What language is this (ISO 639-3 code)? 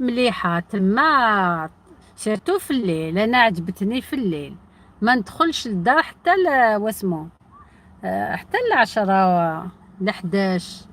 arq